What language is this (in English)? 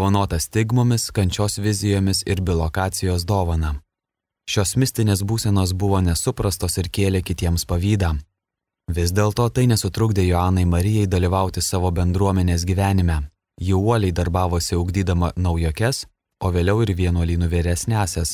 Lithuanian